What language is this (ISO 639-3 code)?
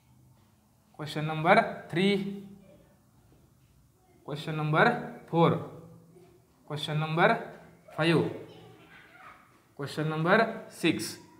mar